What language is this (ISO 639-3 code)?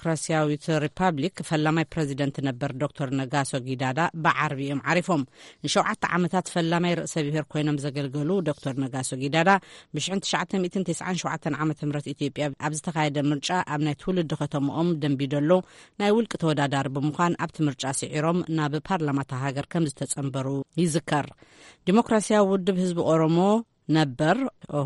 tir